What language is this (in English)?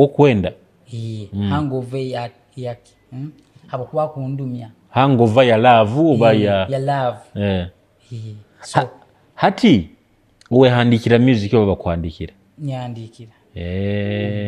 Nyoro